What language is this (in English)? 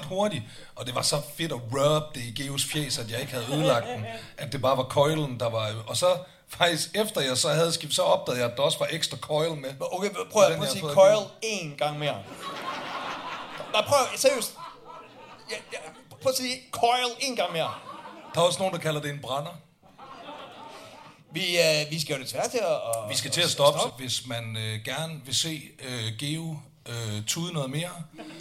Danish